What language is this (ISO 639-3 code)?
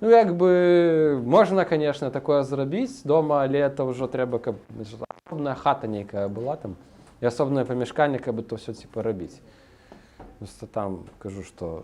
bel